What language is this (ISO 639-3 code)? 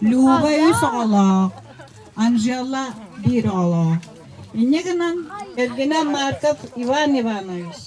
sah